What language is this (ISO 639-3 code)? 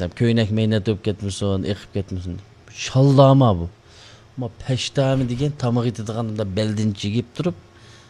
uig